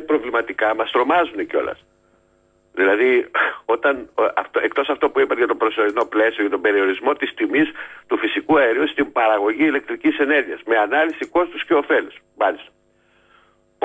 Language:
Greek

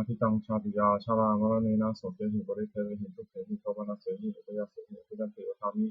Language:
Pali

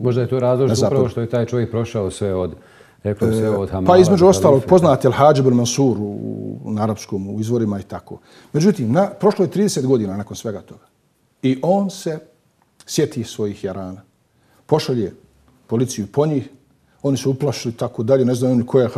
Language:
Bosnian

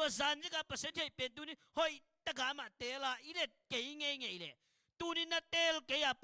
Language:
Tedim Chin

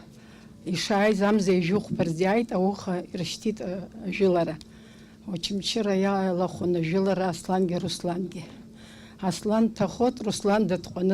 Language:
Abkhazian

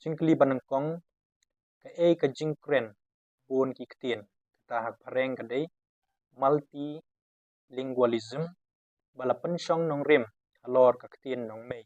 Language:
Khasi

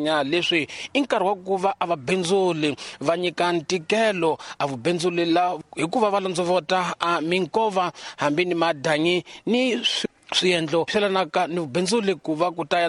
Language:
Tsonga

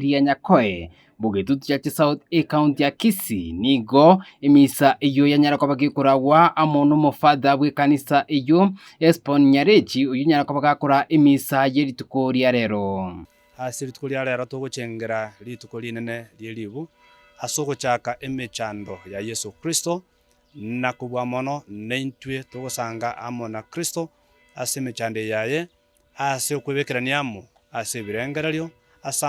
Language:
Gusii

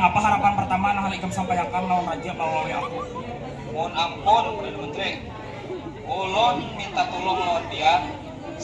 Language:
Banjar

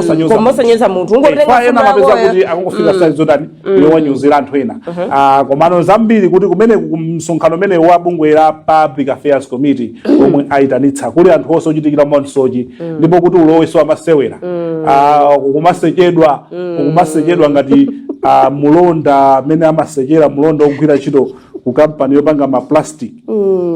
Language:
Nyanja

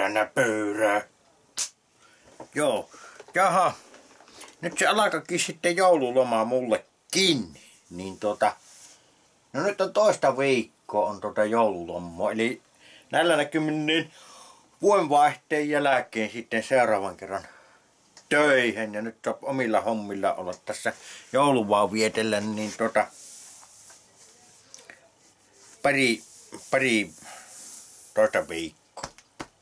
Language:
Finnish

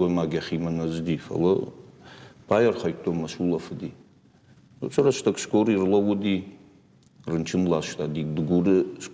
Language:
Ossetic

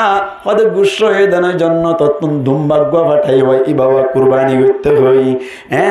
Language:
Rohingya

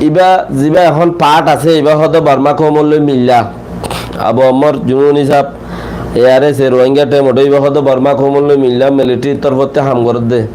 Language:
Rohingya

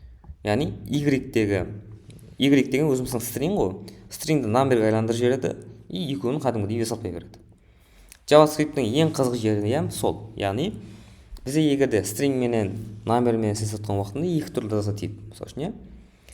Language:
Kara-Kalpak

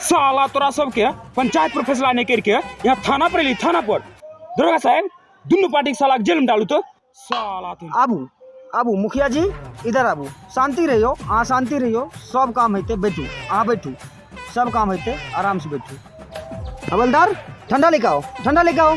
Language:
Maithili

